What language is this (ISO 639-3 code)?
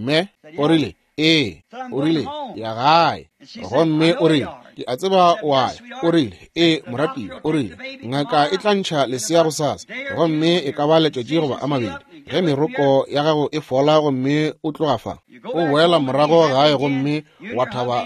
nso